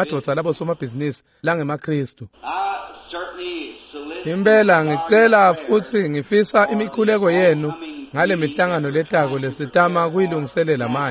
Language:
Swati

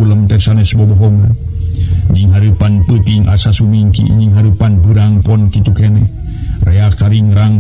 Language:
Sundanese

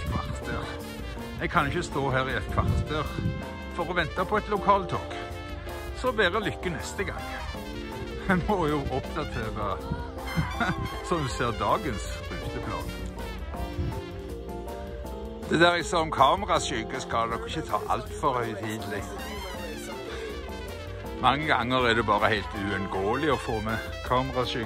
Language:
Norwegian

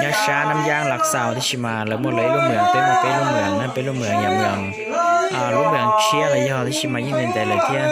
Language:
Hmong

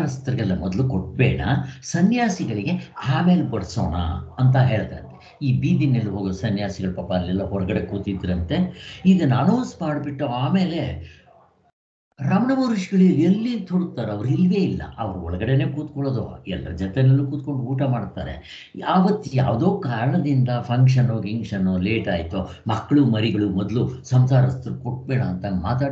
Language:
Kannada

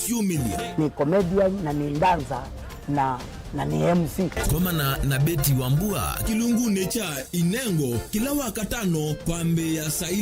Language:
Kamba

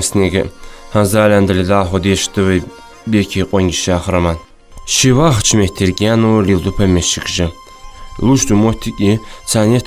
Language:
Ingush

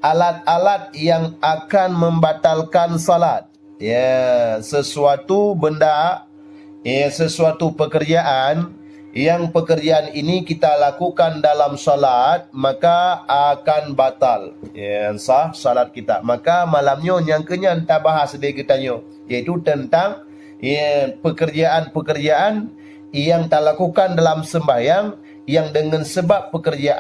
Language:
Achinese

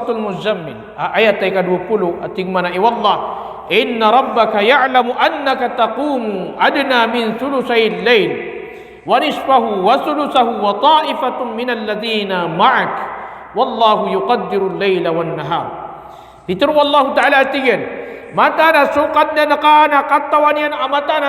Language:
Maranao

